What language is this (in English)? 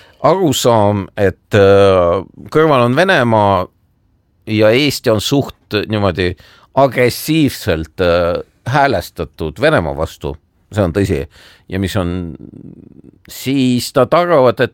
Estonian